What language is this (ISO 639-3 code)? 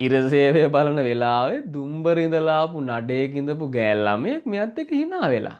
sin